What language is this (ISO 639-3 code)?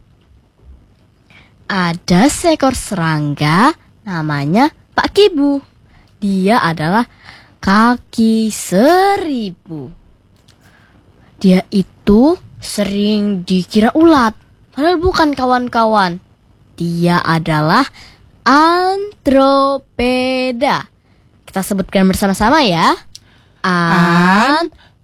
ind